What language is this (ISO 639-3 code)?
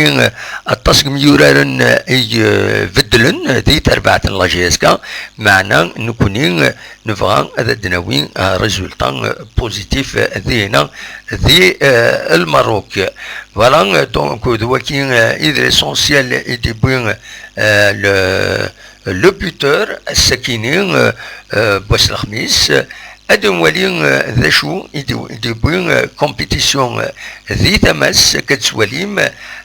kab